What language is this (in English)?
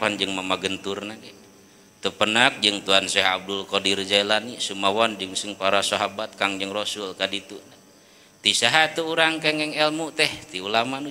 Sundanese